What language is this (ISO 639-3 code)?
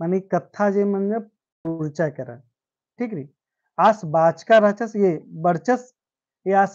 kru